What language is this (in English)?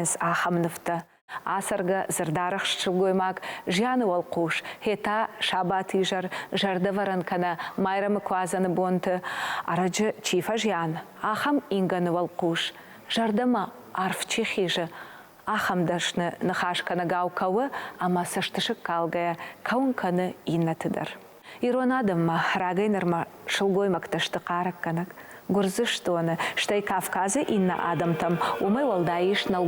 Ossetic